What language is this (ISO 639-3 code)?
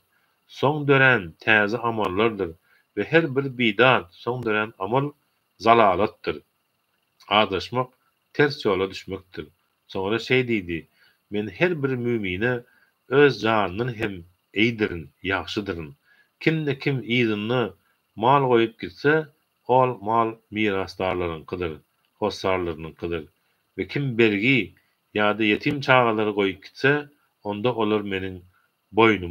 tuk